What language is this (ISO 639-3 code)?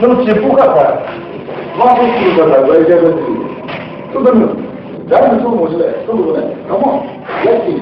pmx